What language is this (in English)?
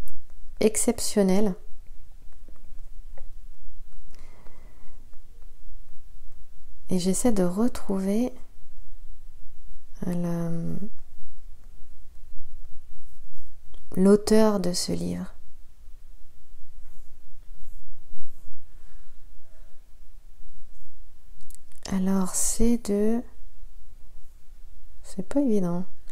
French